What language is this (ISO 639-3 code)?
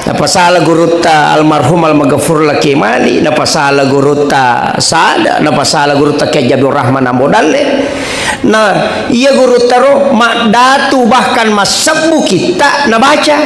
bug